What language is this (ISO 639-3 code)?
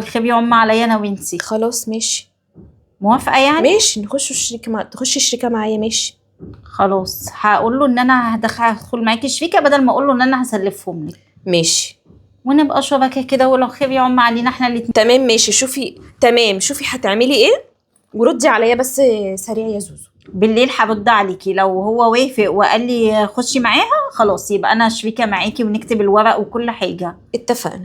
arz